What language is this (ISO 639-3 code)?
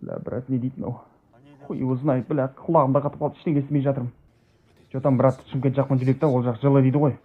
kaz